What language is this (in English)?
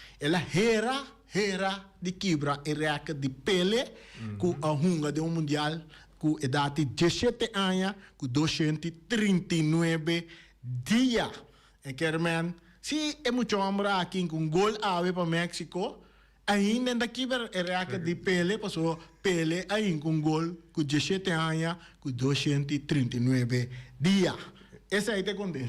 Papiamento